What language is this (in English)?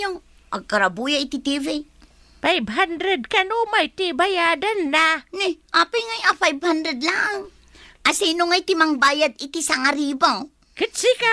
Iloko